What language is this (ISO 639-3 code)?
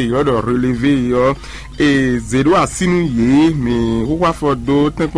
fon